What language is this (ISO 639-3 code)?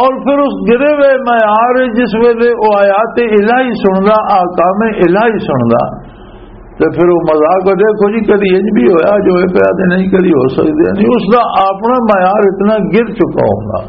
lah